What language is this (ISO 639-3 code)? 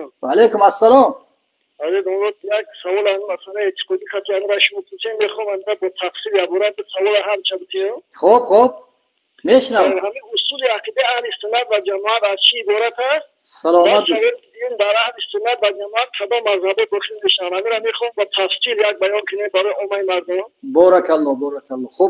tgk